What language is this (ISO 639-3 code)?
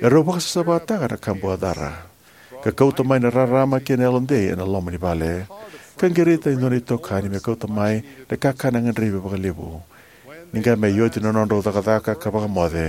fij